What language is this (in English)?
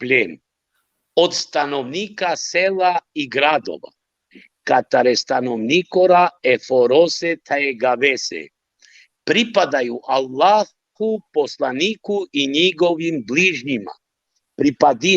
Balkan Romani